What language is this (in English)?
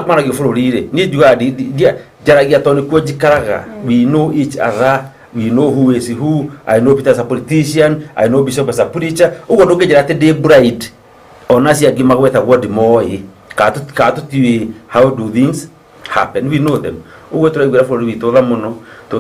Kikuyu